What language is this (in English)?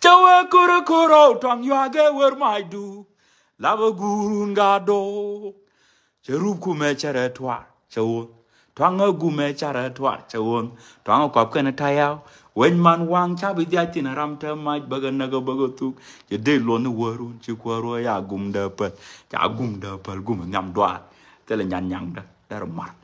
Nuer